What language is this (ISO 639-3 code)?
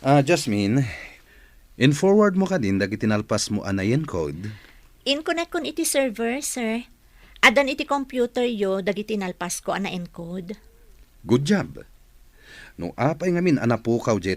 ilo